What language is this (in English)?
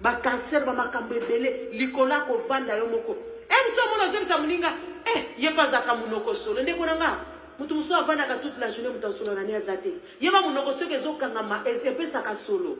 Lingala